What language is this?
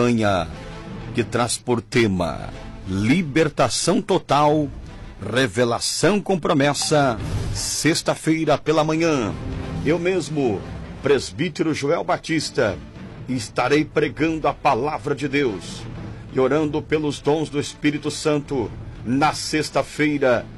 Portuguese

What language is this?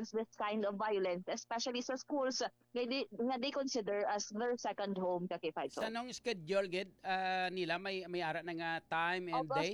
Hiligaynon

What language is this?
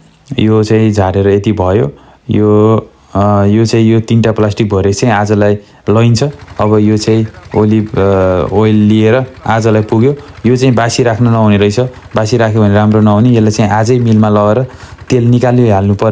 Nepali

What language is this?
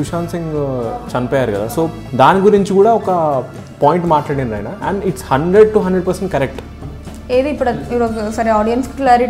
Telugu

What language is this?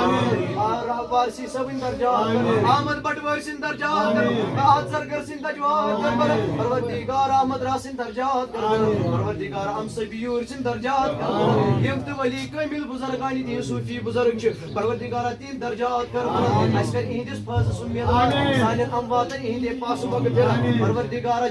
Kashmiri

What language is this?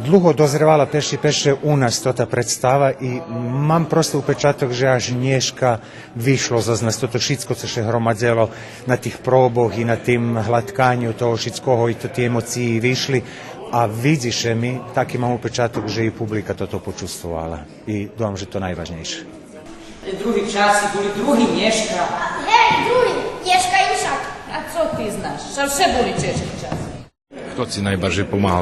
Rusyn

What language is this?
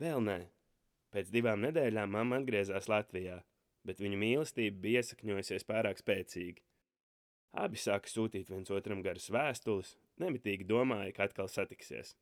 Latvian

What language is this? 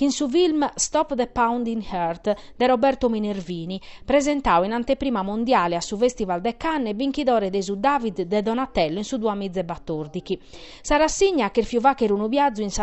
Sardinian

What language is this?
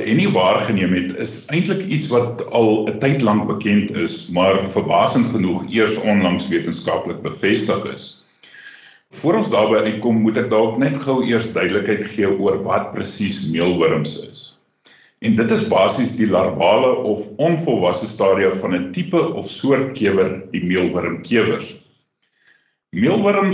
Afrikaans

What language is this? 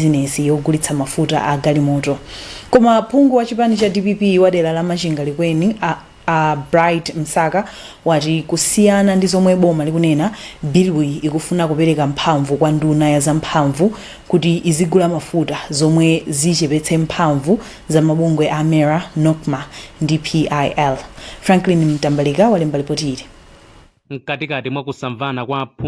Nyanja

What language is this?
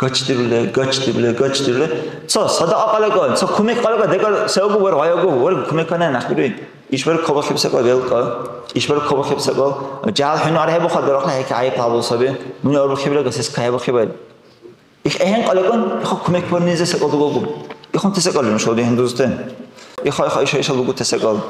Dargwa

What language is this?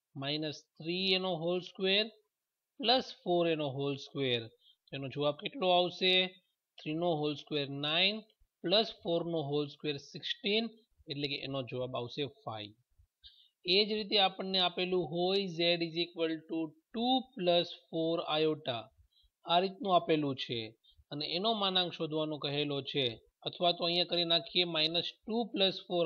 Gujarati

